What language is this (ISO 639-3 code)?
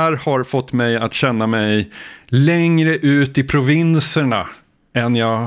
swe